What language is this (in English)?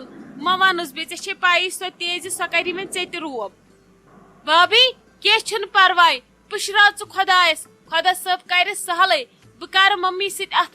Kashmiri